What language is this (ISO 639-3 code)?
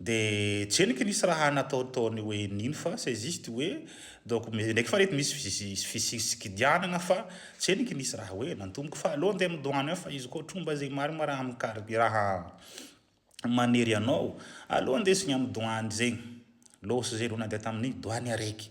mlg